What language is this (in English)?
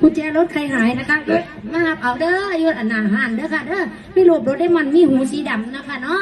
Northeastern Thai